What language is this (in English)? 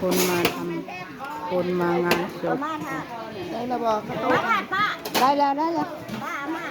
Northeastern Thai